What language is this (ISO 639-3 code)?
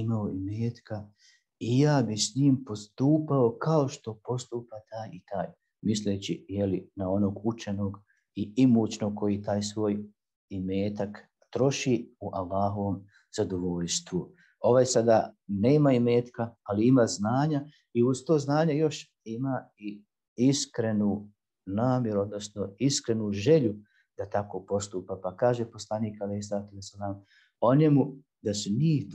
bos